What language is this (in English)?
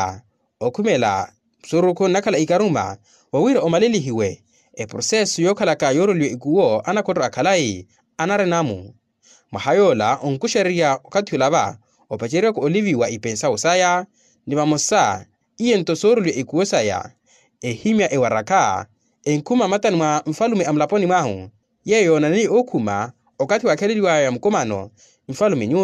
Makhuwa